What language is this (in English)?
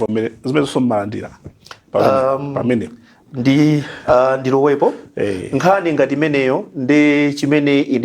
Nyanja